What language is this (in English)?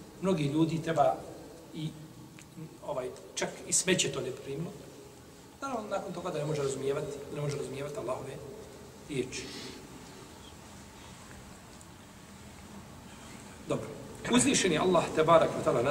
Bosnian